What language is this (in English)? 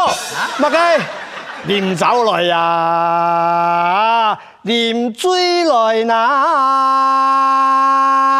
Hakka Chinese